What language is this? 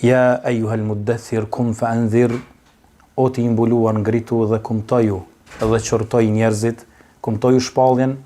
Albanian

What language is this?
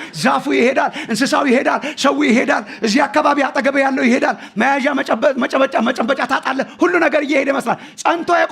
Amharic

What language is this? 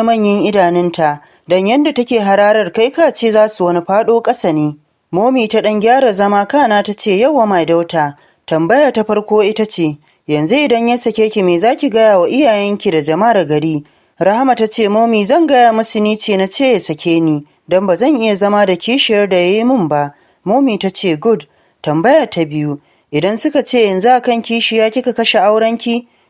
Hausa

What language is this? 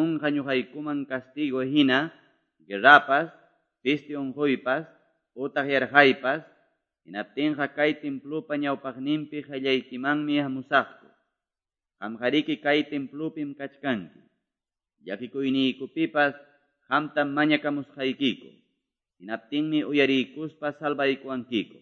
Quechua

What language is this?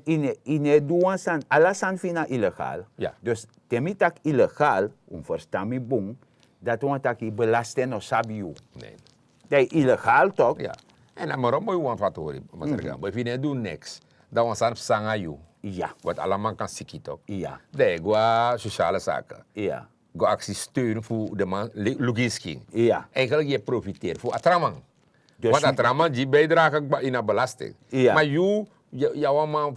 Sranan Tongo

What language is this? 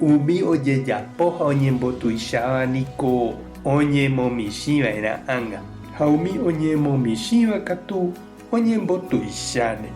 Guarani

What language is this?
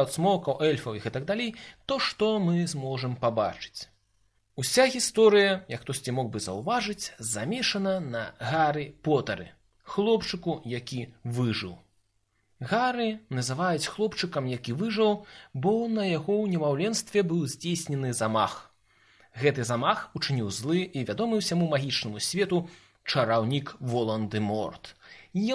Belarusian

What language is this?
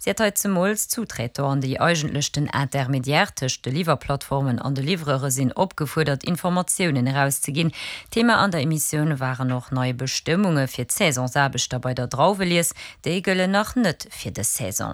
Luxembourgish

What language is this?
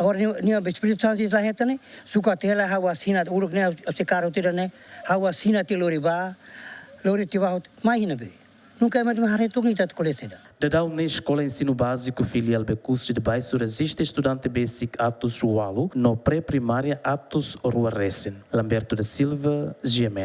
Tetum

